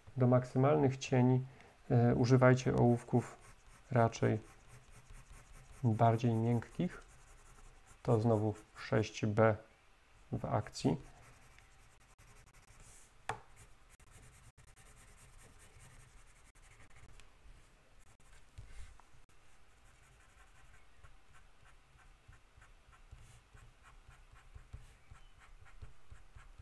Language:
Polish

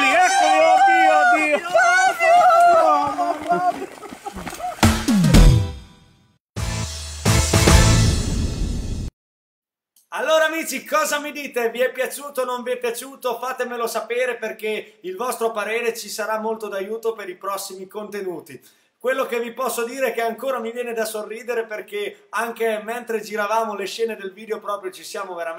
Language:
Italian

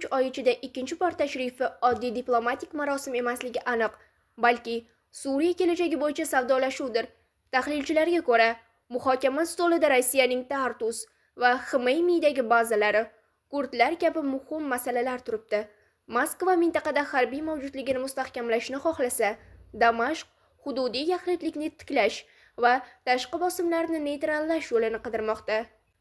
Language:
Uzbek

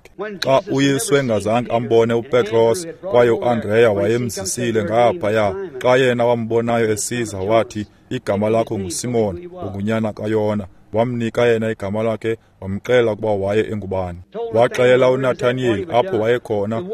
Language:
Xhosa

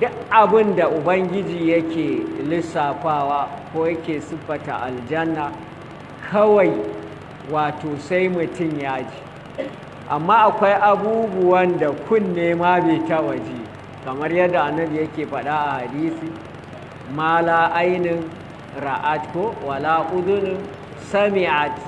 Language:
Hausa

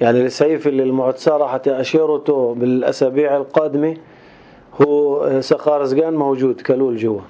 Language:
North Levantine Arabic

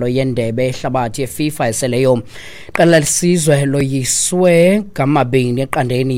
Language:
Xhosa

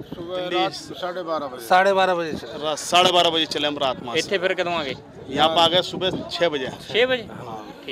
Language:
Punjabi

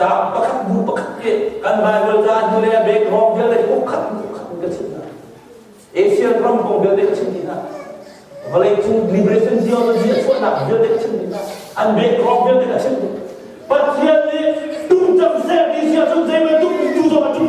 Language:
Hakha Chin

